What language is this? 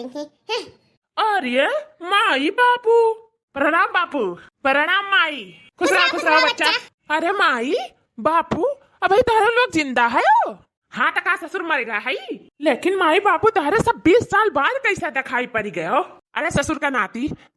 Awadhi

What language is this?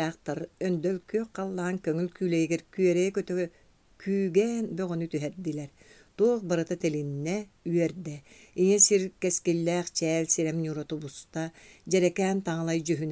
Yakut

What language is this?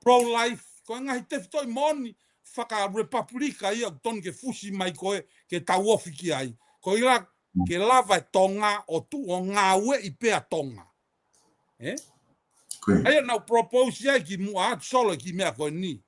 Tongan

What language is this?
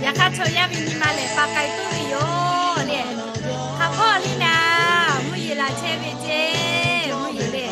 Lahu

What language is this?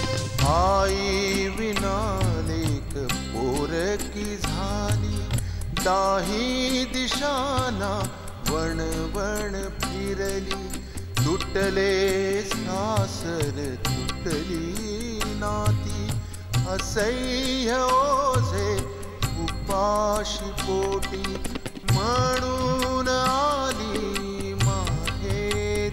Marathi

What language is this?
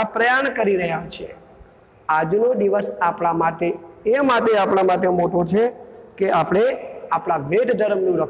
Gujarati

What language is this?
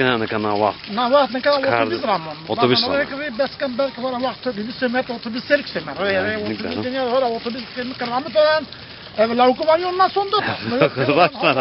Zaza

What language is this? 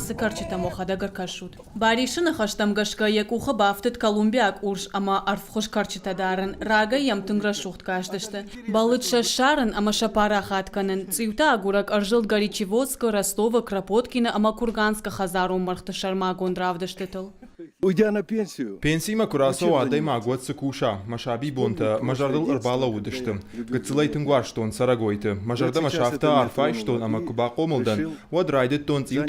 Ossetic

